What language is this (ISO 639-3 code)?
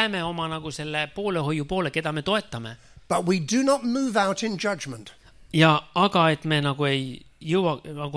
est